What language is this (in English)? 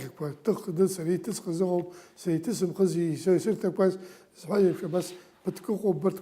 Abkhazian